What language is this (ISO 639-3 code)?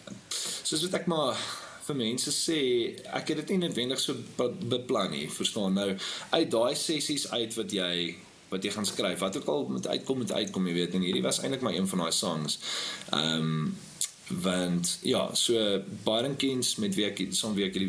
afr